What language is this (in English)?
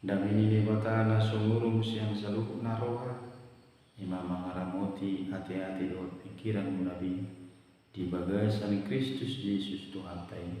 Batak Toba